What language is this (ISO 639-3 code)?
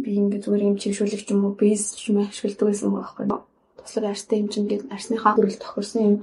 mon